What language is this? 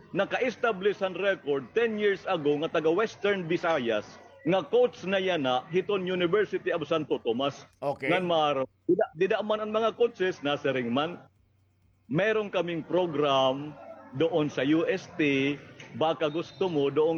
Waray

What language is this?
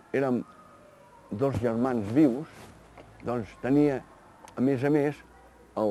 Catalan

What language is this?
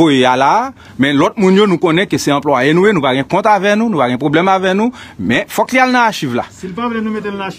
Haitian Creole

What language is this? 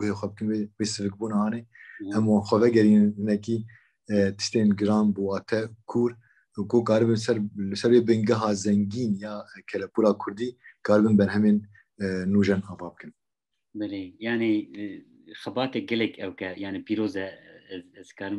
Kurdish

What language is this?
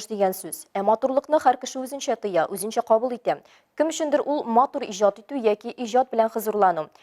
Tatar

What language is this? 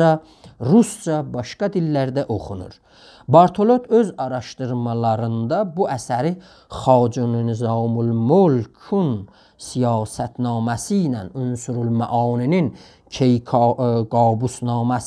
South Azerbaijani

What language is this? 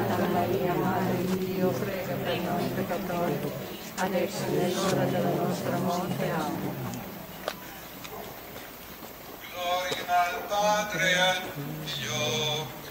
Italian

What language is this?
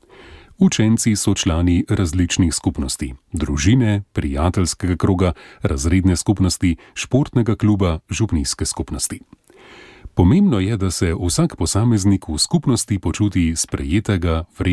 Slovenian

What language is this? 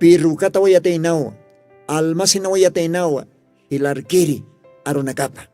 Aymara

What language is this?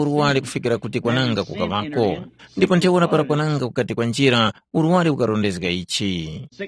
Tumbuka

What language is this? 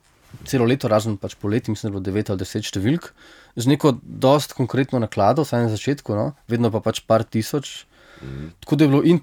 Slovenian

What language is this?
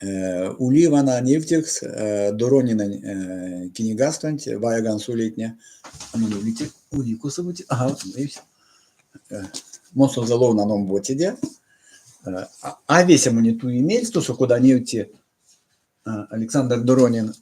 Erzya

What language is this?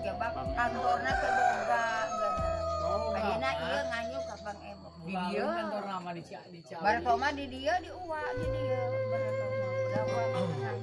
Sundanese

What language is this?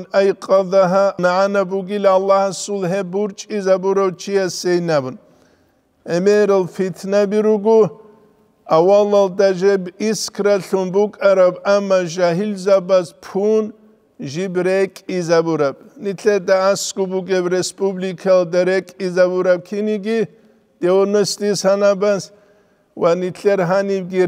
Avaric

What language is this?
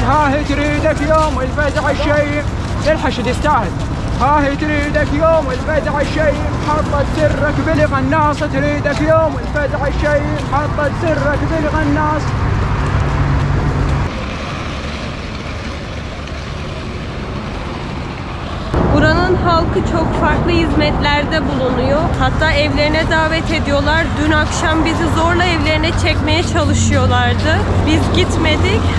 Turkish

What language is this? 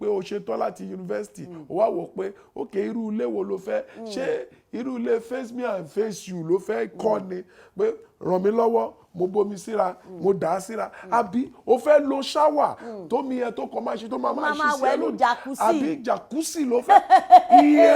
Yoruba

